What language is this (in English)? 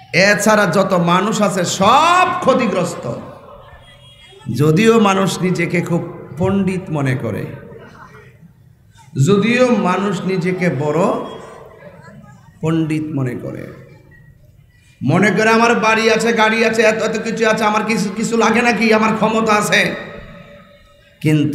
Bangla